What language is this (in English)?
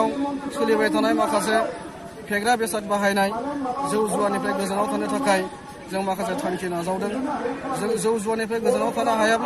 Bodo